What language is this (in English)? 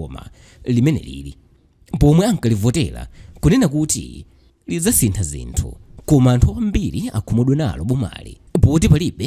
Nyanja